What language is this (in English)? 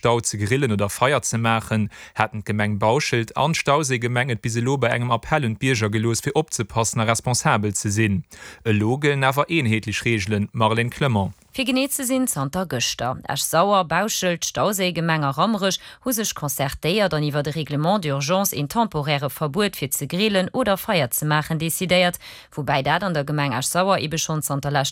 Luxembourgish